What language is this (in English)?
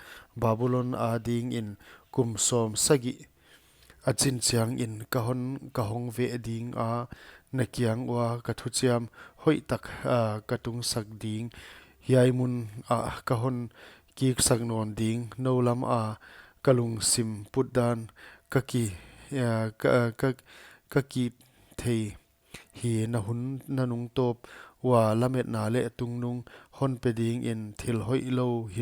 Paite Chin